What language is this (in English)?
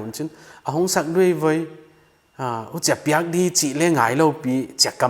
Paite Chin